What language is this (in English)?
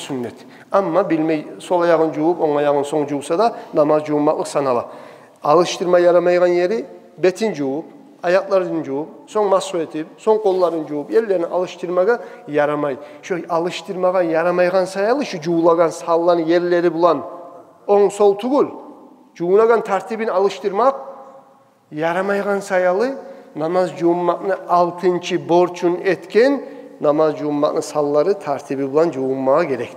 Kumyk